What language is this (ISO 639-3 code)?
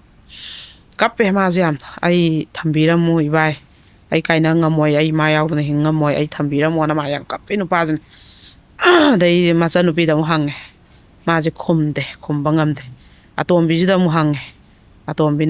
mni